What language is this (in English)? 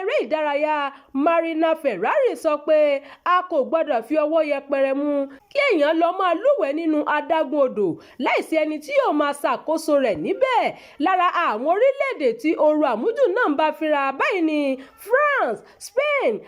Yoruba